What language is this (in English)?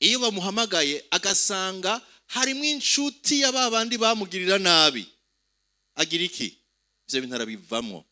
Rundi